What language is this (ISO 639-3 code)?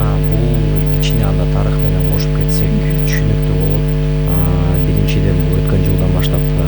kir